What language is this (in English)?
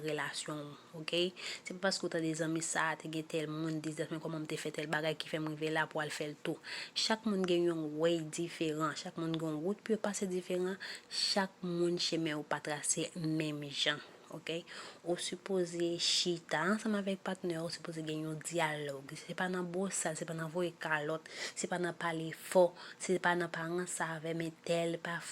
Haitian Creole